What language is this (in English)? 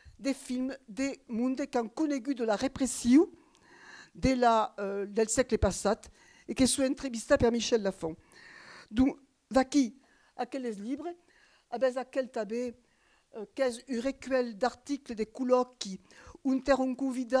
Occitan